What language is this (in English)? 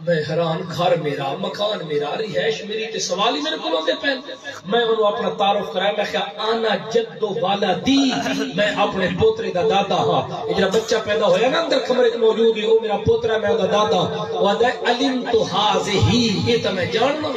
Saraiki